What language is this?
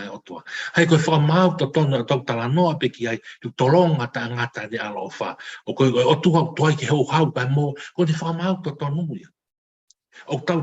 Tongan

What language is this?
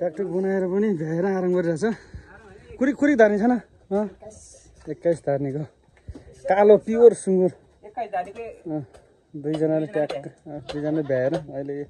Nepali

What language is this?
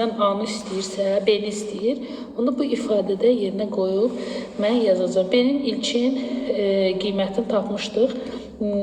Azerbaijani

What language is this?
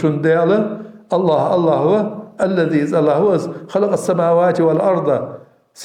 Ingush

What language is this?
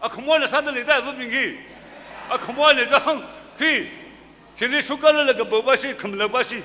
Tangkhul Naga (India)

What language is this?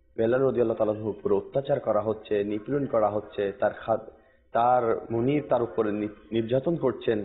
Bangla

